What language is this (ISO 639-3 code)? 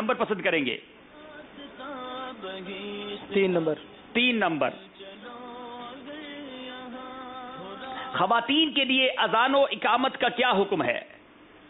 urd